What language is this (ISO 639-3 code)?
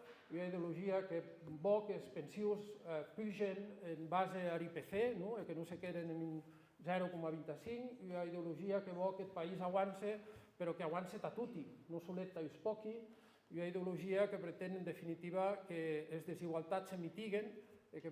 oci